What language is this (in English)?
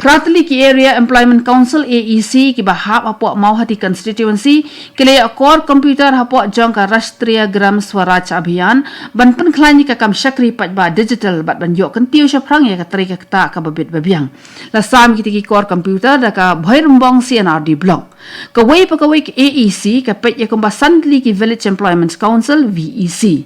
Khasi